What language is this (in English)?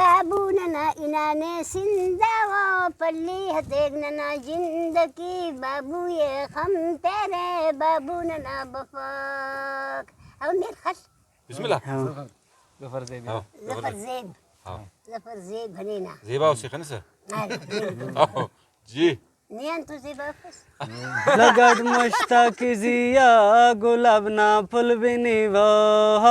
Brahui